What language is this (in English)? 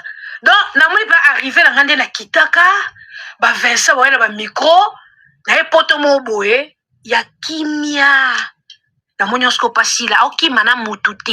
Lingala